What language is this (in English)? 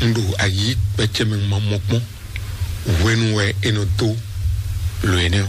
Fon